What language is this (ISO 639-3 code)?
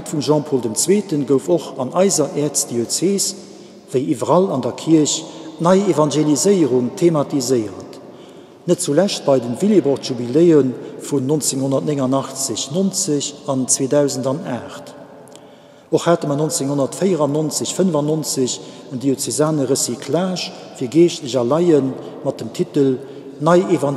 ltz